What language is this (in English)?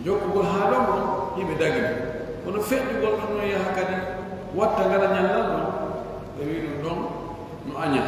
Pular